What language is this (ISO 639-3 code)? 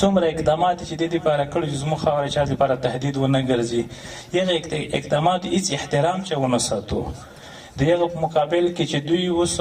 pus